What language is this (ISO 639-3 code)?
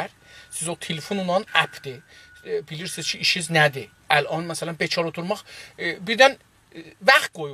azb